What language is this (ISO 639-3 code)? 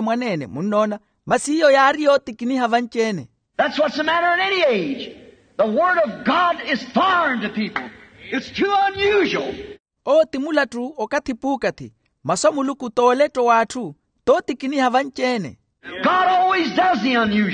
vmw